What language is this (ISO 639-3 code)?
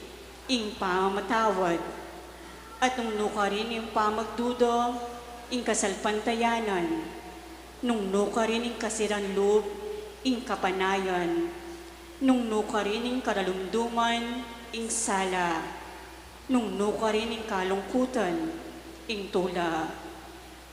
pam